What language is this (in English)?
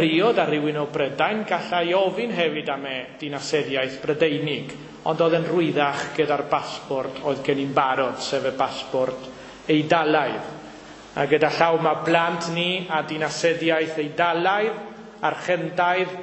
Welsh